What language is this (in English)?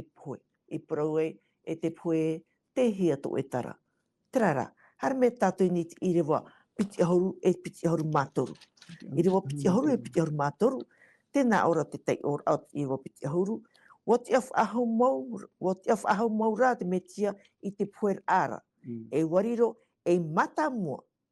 Tahitian